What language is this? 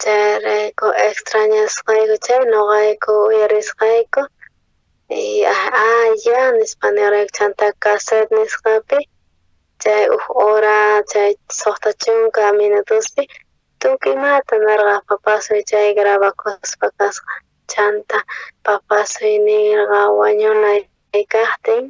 South Bolivian Quechua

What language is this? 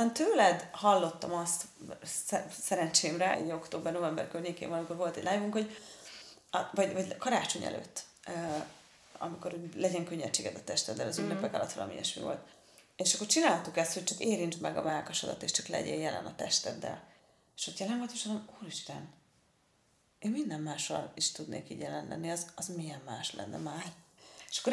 Hungarian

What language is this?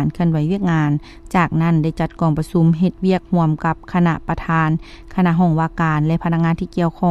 Lao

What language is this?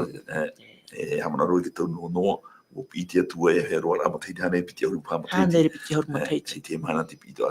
Tahitian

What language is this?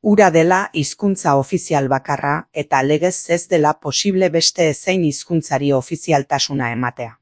Basque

